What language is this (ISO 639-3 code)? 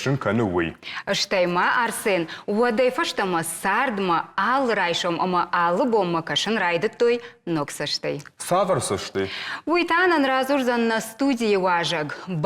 oss